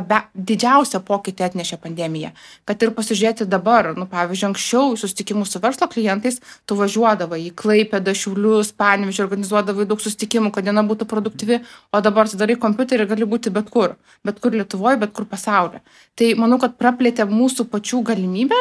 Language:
Lithuanian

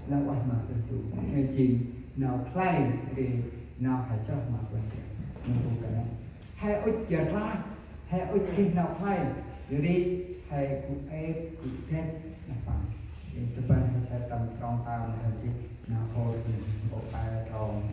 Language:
Central Mnong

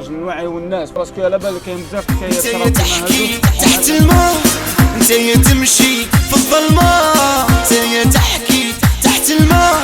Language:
Algerian Arabic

